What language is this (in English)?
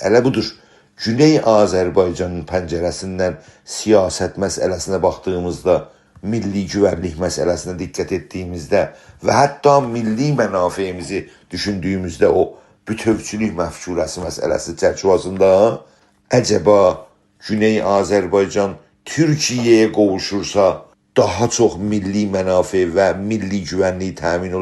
South Azerbaijani